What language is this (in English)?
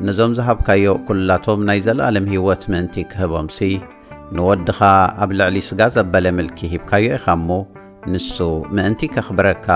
Tigrinya